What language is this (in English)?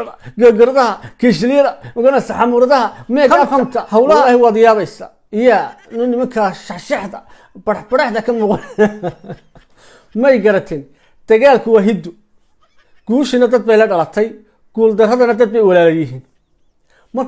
Somali